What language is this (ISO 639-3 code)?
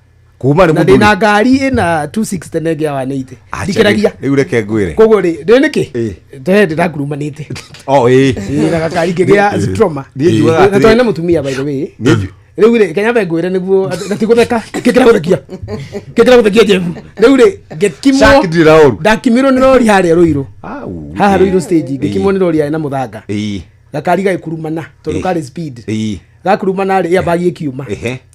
kik